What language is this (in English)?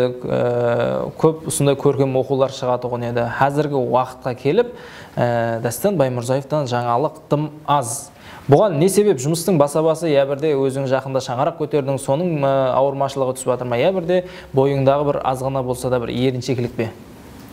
Kara-Kalpak